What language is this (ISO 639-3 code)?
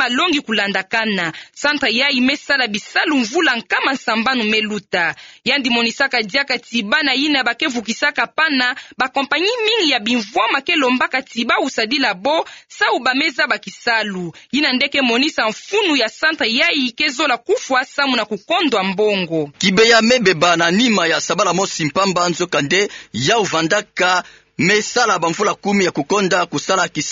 ktu